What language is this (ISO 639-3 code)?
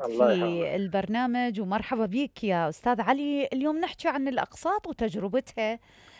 acm